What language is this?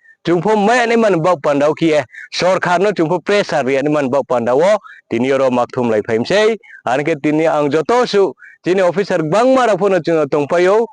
Riang (India)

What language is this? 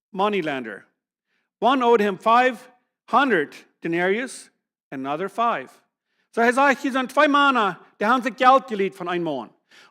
Plautdietsch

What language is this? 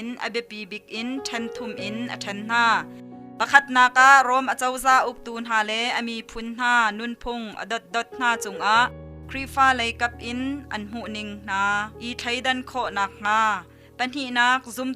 Hakha Chin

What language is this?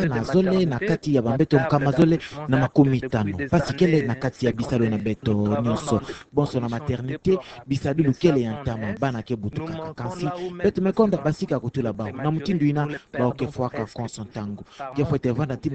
Kituba (Democratic Republic of Congo)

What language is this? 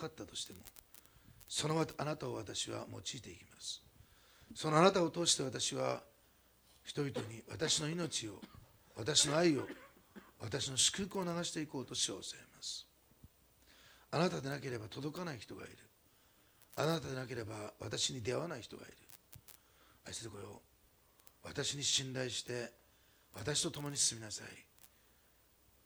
Japanese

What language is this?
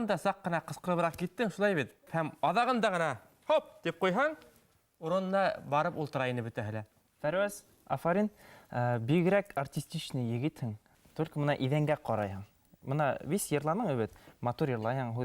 Bashkir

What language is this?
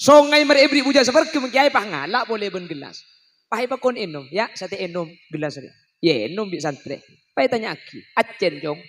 Madurese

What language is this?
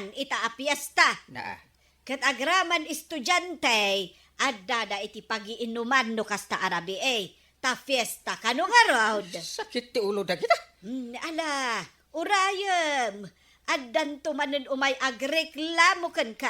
Iloko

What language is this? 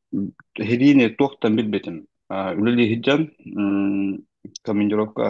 Yakut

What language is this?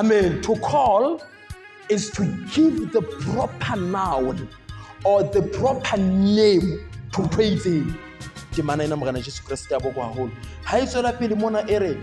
Southern Sotho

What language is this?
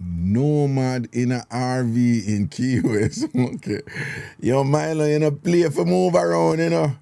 Jamaican Creole English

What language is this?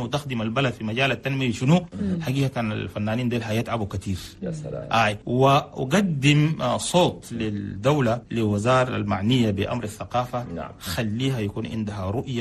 Chadian Arabic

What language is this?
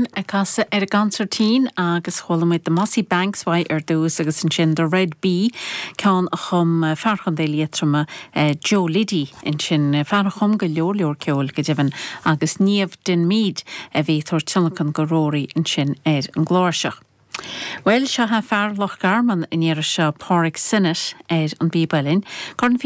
Irish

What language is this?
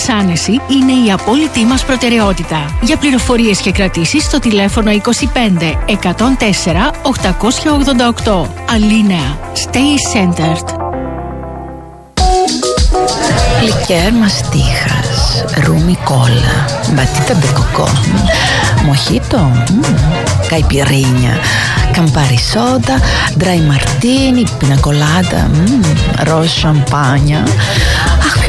Greek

